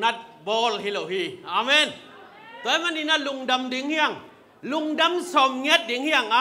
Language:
Tedim Chin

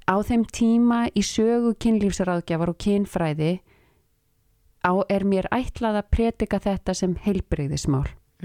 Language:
Icelandic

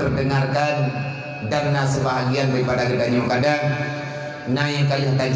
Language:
Achinese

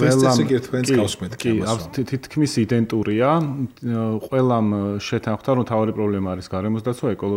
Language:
Georgian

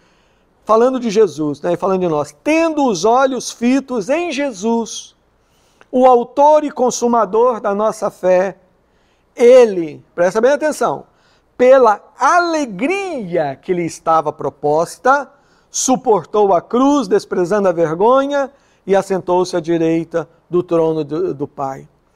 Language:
Portuguese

